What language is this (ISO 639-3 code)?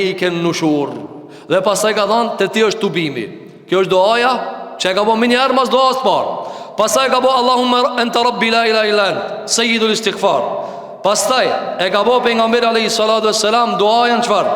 sqi